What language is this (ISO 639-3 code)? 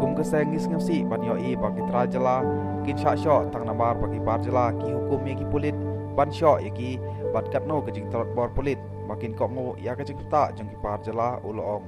kha